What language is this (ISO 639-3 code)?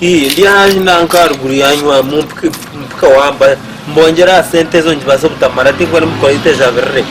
nyn